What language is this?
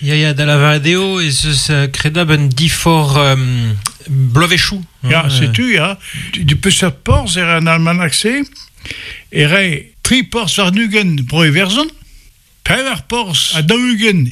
Breton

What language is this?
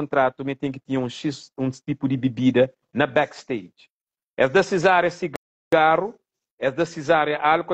Kabuverdianu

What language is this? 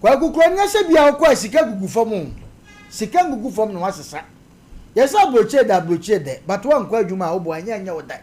Akan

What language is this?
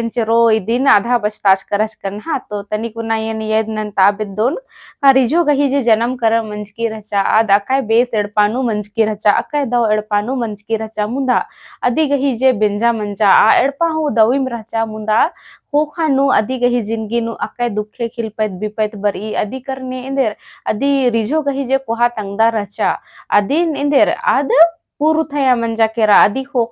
Kurukh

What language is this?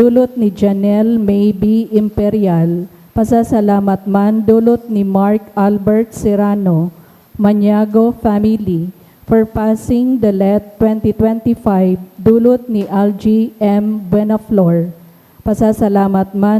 Bikol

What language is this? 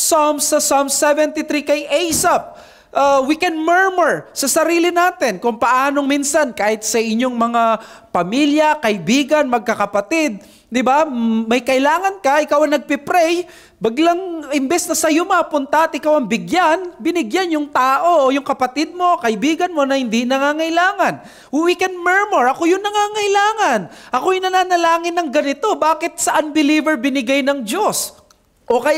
Filipino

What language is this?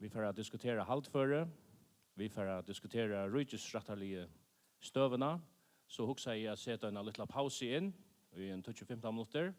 Faroese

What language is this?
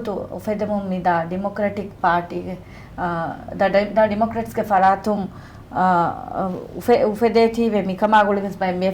Divehi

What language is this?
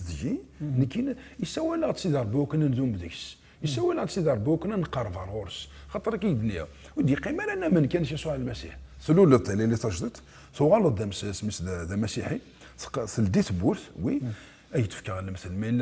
Kabyle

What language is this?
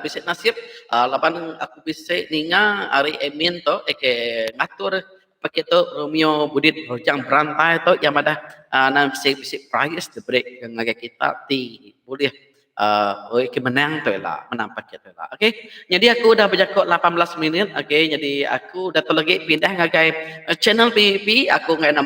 Iban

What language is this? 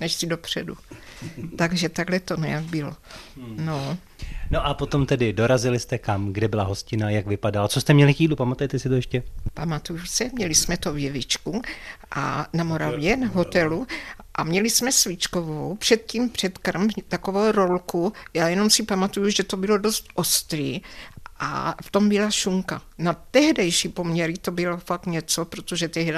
Czech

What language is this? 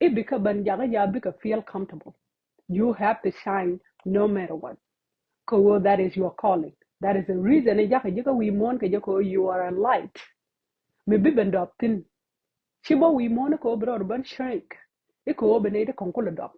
Nuer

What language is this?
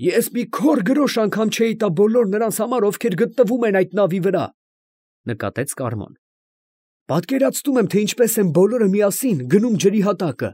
Armenian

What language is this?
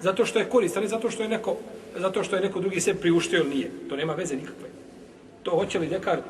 Bosnian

